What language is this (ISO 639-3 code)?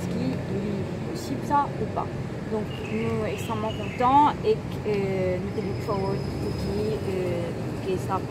mfe